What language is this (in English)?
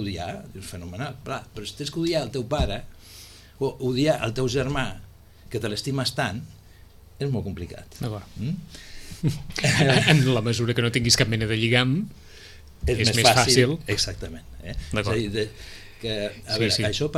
Catalan